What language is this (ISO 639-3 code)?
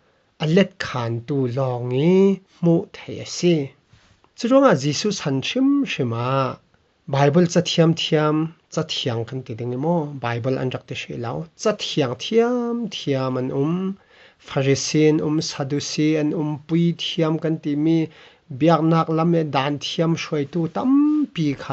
cfm